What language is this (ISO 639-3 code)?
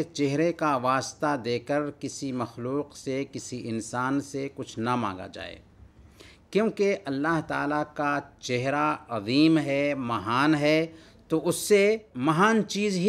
urd